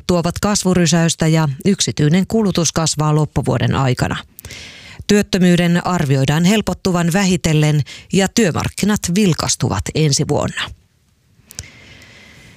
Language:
Finnish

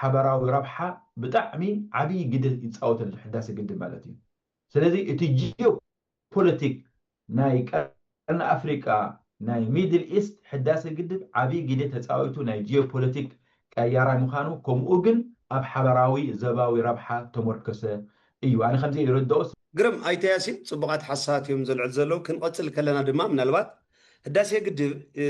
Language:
Tigrinya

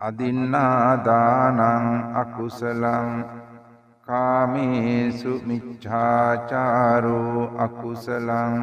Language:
Sinhala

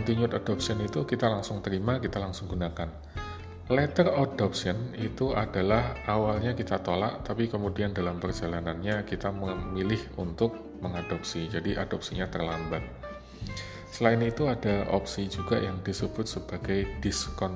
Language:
Indonesian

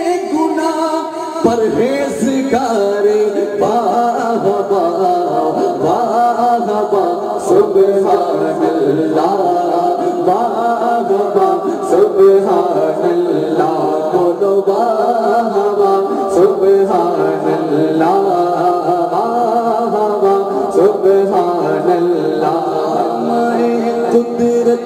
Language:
Urdu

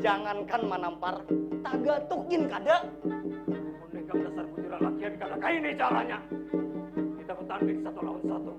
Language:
Banjar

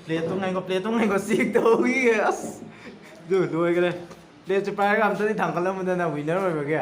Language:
Manipuri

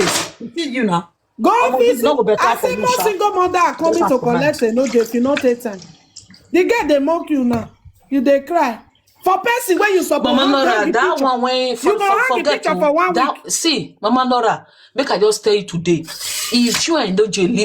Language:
Nigerian Pidgin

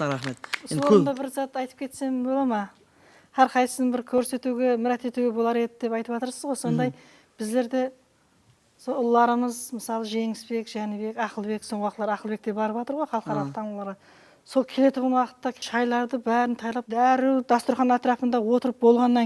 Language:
Kara-Kalpak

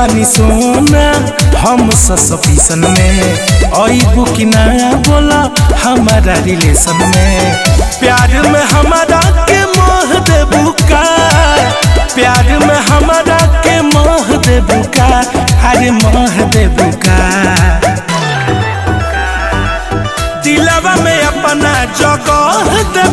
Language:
Bhojpuri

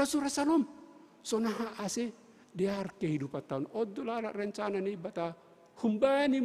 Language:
Batak Simalungun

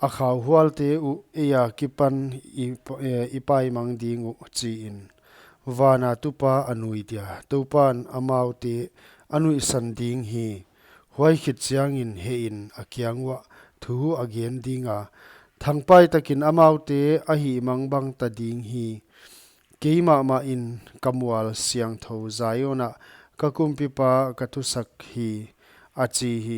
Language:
Paite Chin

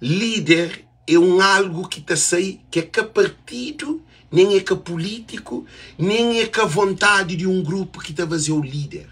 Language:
Kabuverdianu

